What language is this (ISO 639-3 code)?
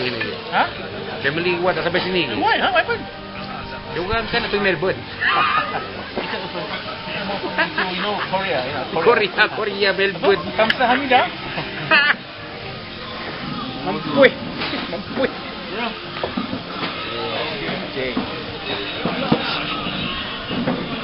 msa